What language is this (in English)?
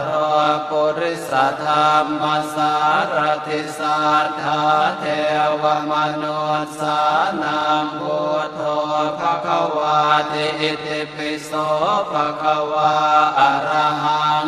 Pali